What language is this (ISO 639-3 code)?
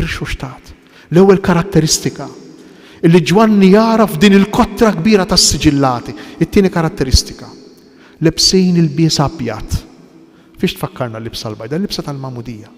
mlt